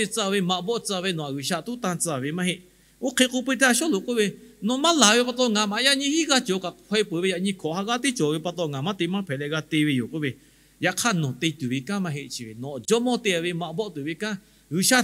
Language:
Lahu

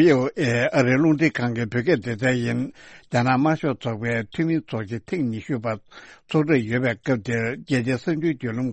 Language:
Tibetan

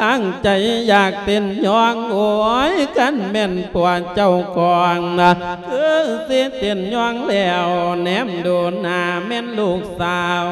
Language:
Lao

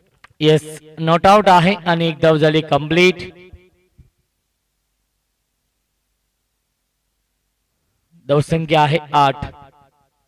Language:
Marathi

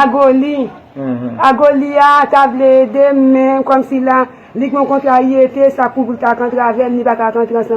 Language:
Haitian Creole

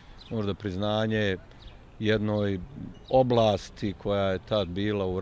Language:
Bosnian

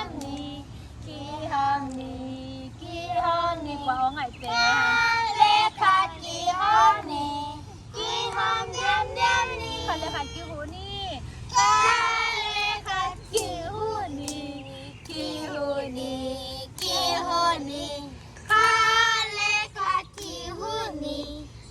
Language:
Tedim Chin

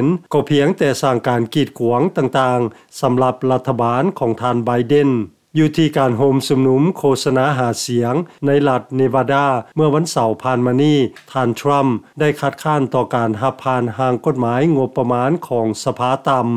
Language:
Lao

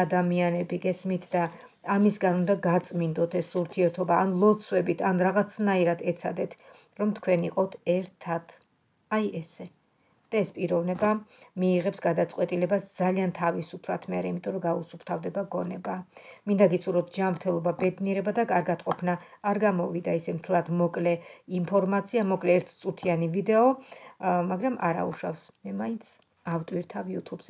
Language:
Georgian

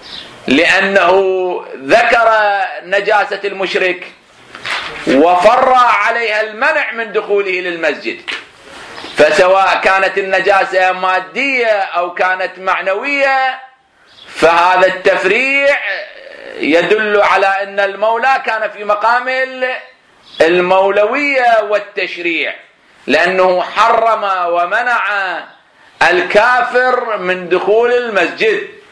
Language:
Arabic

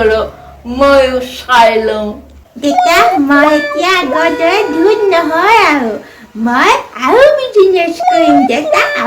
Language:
Assamese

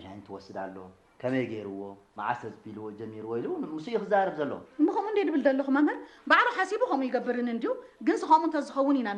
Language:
Tigrinya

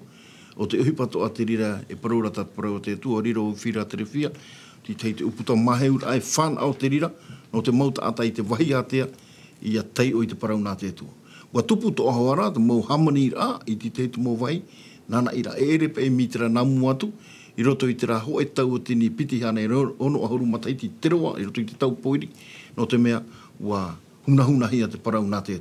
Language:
Tahitian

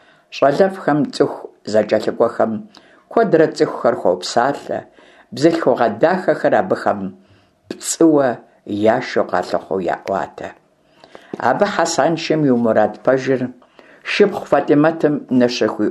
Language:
Kabardian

